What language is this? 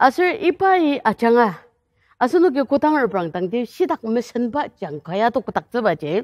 Ao Naga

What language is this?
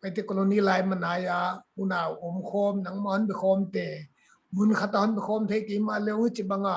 Paite Chin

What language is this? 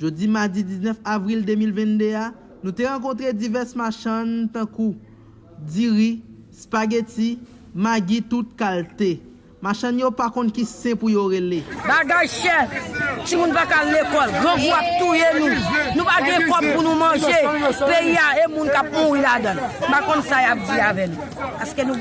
Haitian Creole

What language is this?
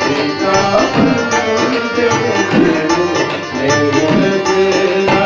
Dogri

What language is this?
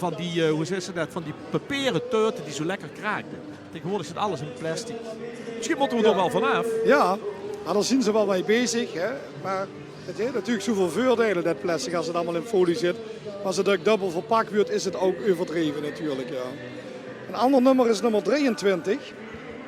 Limburgish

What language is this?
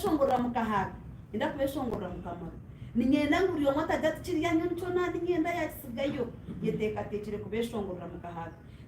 Nyankole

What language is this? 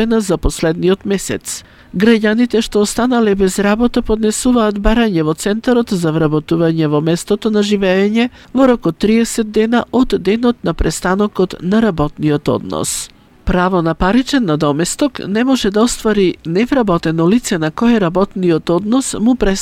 Macedonian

